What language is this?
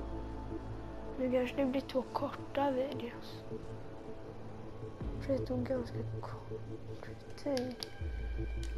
Swedish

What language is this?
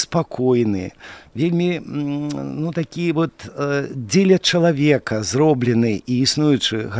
Belarusian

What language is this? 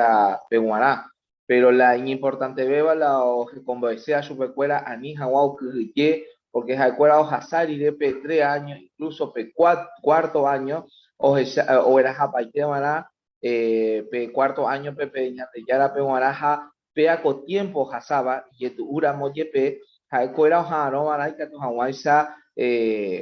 Guarani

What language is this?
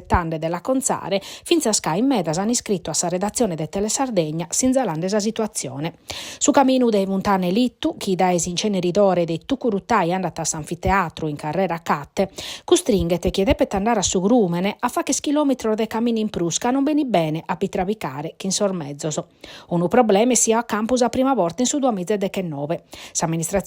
Sardinian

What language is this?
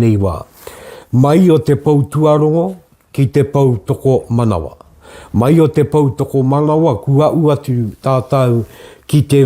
Māori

